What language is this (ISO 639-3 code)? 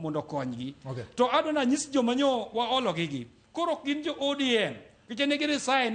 luo